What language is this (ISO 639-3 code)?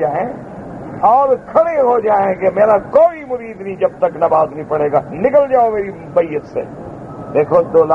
urd